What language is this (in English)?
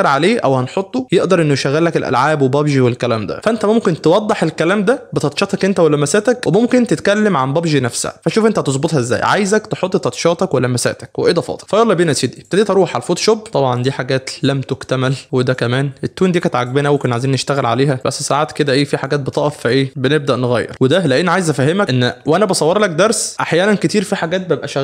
Egyptian Arabic